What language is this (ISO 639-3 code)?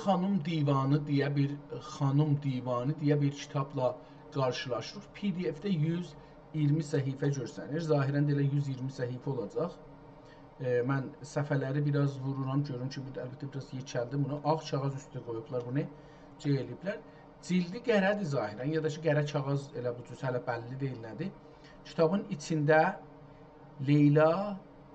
azb